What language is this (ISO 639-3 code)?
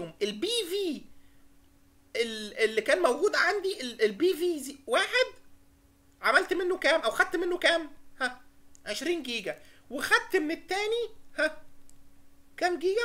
arz